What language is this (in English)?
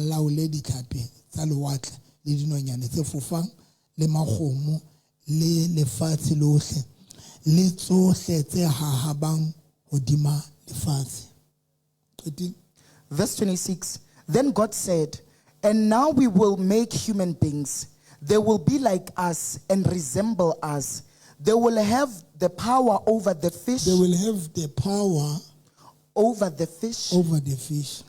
Southern Sotho